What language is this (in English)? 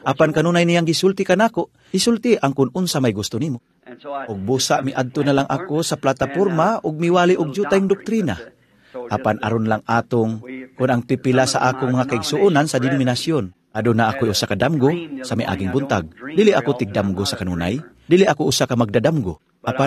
Cebuano